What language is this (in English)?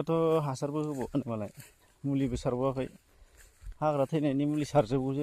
Bodo